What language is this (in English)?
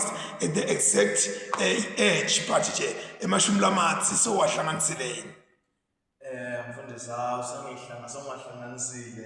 Zulu